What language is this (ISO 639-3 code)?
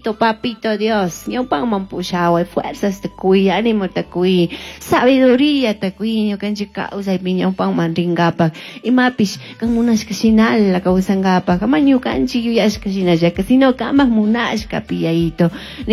qug